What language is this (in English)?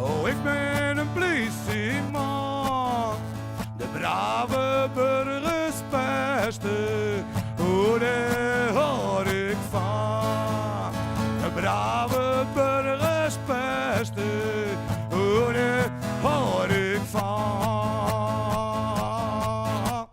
Western Frisian